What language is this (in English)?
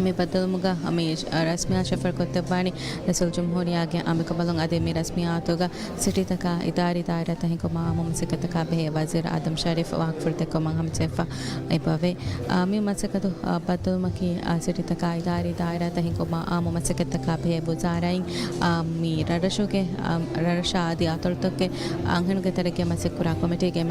Divehi